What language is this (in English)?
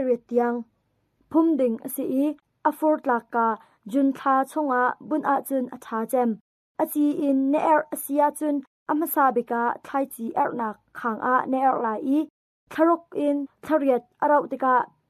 Hakha Chin